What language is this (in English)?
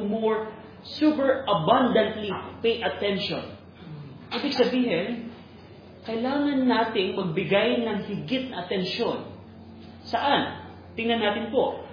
Filipino